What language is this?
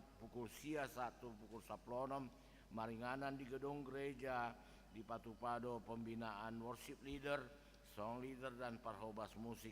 Batak Toba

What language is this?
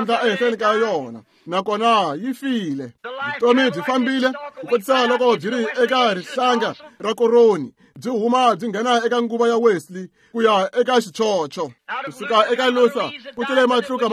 Tsonga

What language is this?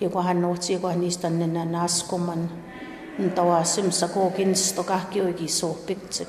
Plains Cree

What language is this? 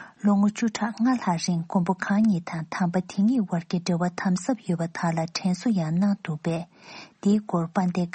Tibetan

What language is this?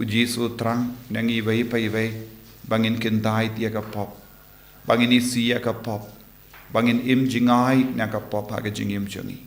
Khasi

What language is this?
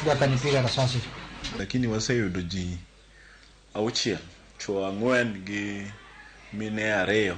Luo (Kenya and Tanzania)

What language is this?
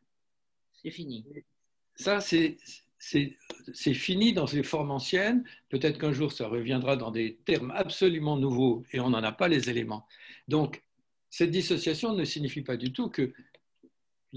French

